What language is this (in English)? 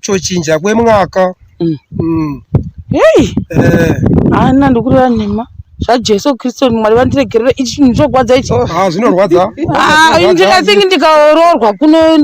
Shona